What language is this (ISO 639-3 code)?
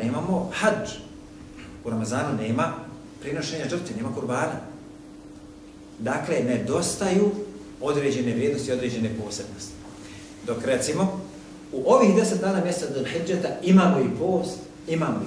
bos